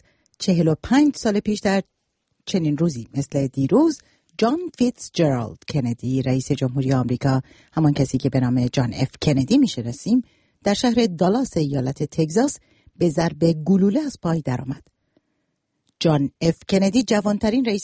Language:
Persian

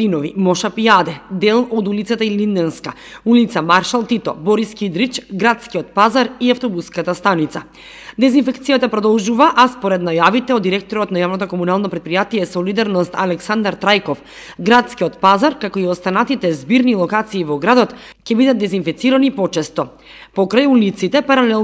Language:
Macedonian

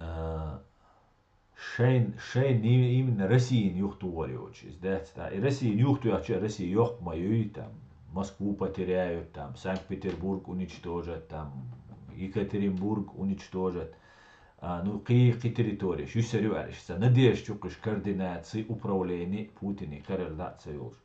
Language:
Chechen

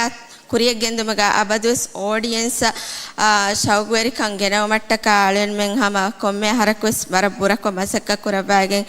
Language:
Divehi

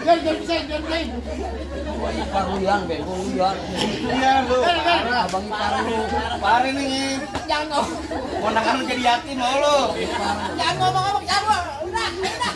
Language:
Betawi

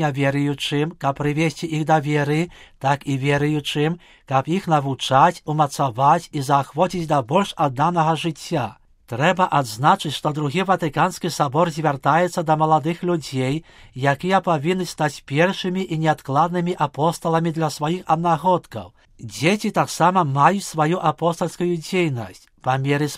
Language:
Belarusian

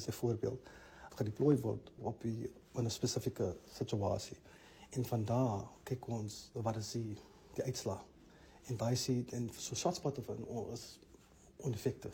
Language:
Afrikaans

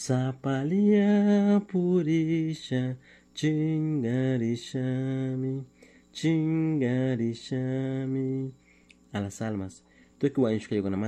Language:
Chimborazo Highland Quichua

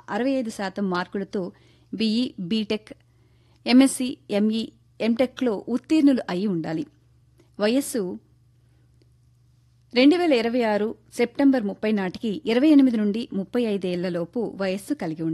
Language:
Telugu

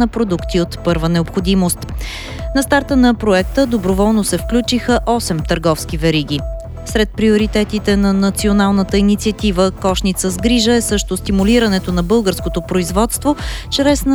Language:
Bulgarian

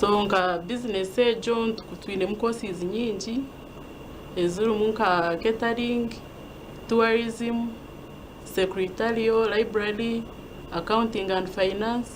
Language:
Nyankole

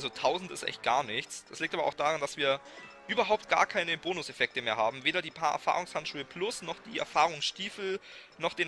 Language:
German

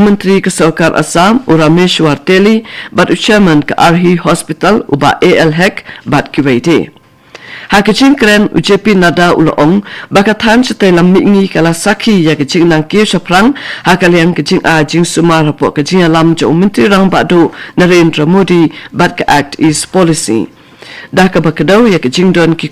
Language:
Khasi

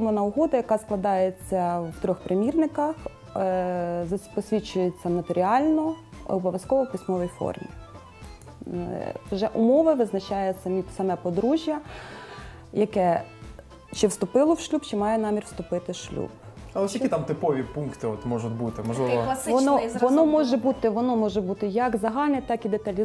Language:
Ukrainian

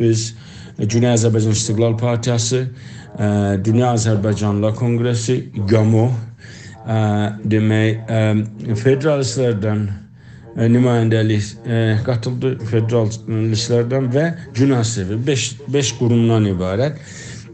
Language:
South Azerbaijani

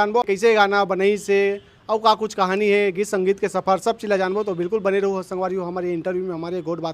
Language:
Chhattisgarhi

